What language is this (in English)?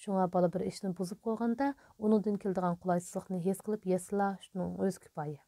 Uyghur